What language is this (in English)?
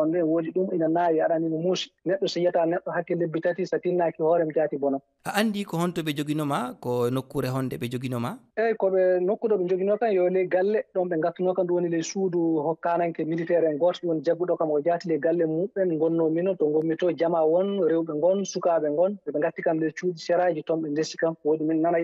Fula